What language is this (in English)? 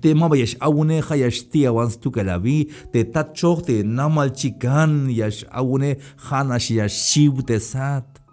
Tzeltal